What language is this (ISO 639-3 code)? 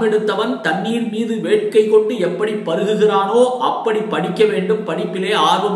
tam